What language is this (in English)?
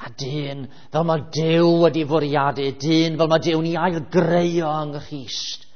Welsh